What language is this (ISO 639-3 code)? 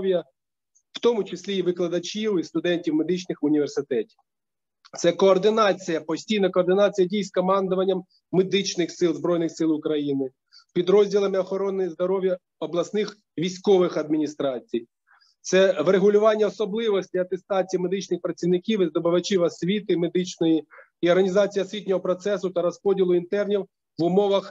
ukr